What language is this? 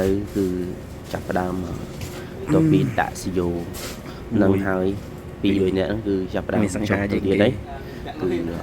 Khmer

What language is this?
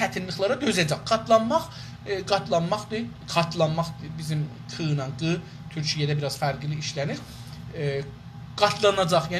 South Azerbaijani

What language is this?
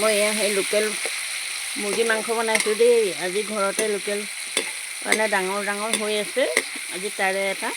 Assamese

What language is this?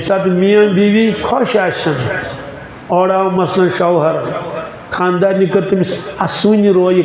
Kashmiri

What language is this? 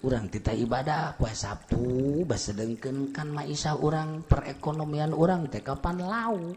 Sundanese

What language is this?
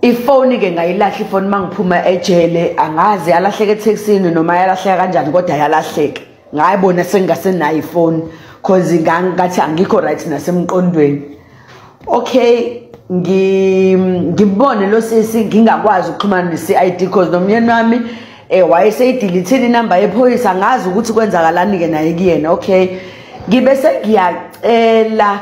Zulu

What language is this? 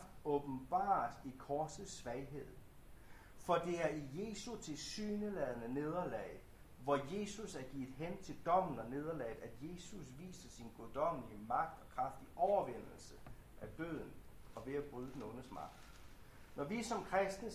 Danish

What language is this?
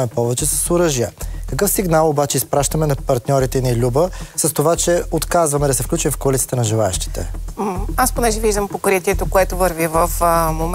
Bulgarian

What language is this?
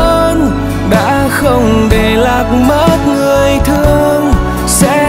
Vietnamese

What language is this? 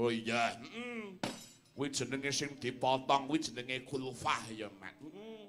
Javanese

